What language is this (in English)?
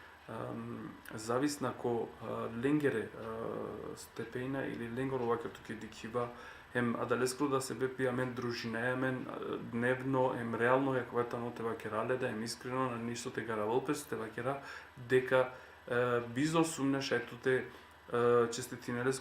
Balkan Romani